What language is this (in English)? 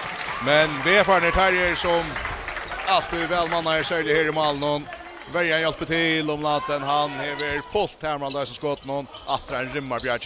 Faroese